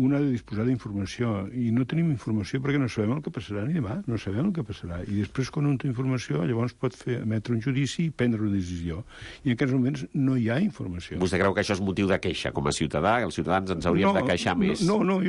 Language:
Catalan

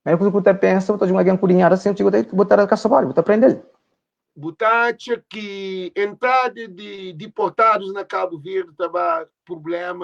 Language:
Kabuverdianu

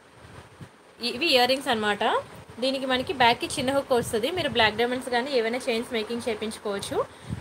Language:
Telugu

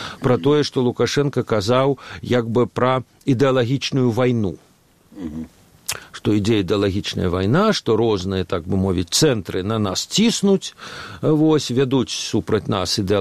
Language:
Belarusian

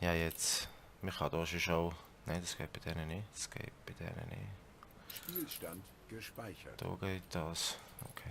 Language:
Swiss German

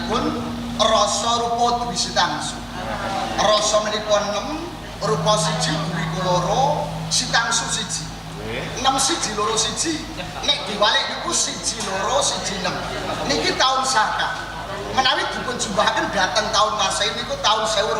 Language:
Javanese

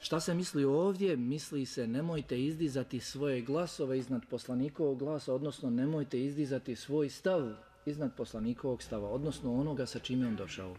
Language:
Bosnian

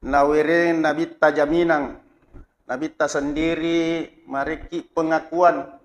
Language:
Buginese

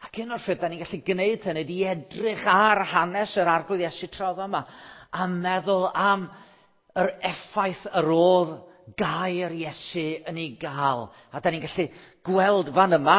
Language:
Welsh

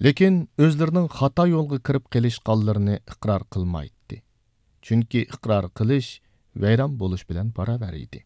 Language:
Uyghur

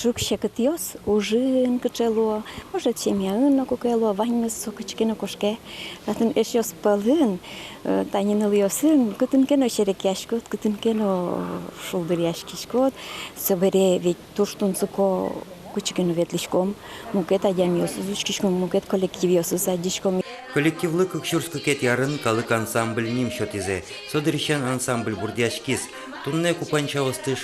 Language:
Udmurt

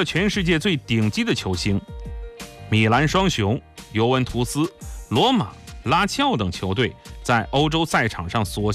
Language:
Chinese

